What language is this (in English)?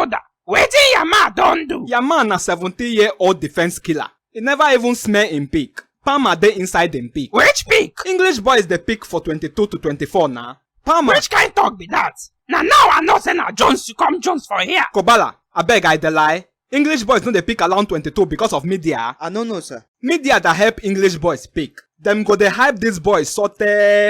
Nigerian Pidgin